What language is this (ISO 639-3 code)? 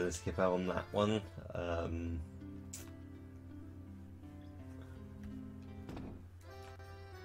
eng